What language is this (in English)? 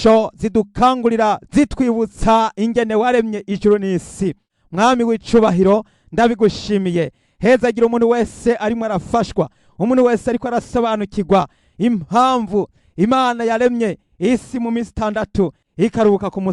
Rundi